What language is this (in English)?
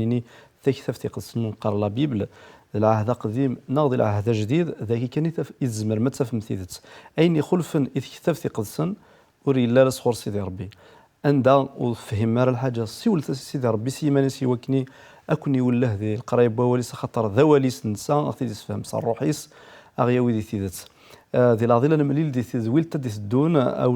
Kabyle